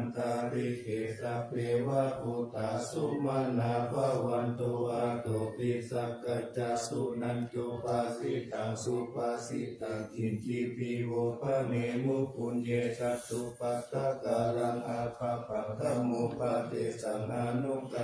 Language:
Pali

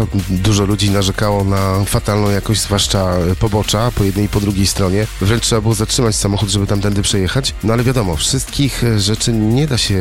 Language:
Polish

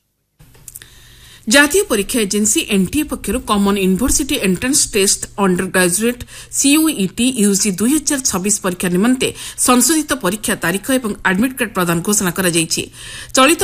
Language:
Odia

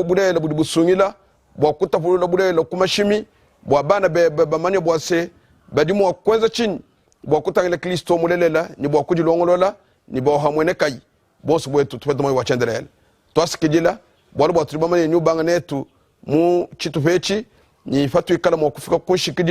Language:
Luba-Lulua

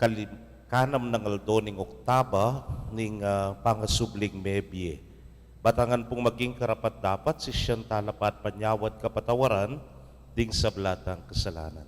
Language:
Pampanga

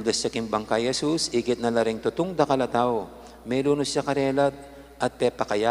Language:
Pampanga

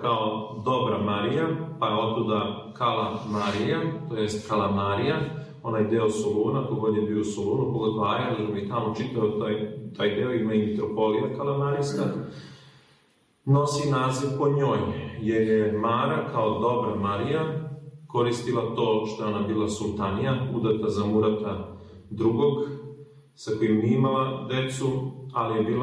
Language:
Serbian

